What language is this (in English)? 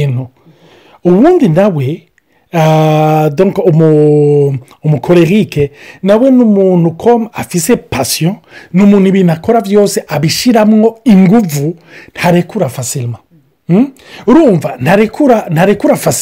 Rundi